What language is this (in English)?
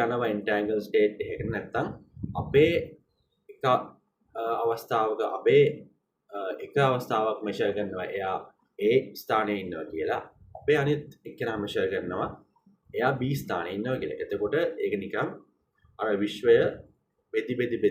Sinhala